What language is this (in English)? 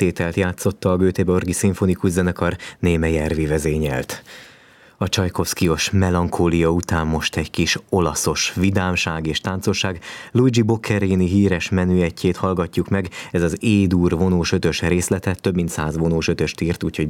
Hungarian